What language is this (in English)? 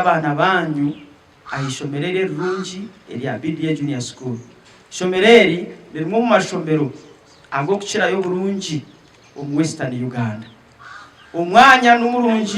Nyankole